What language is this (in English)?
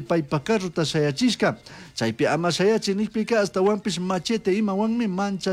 Chimborazo Highland Quichua